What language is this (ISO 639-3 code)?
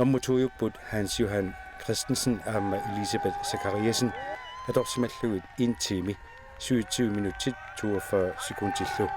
kal